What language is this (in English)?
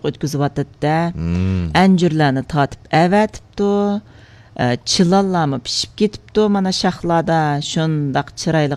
Uyghur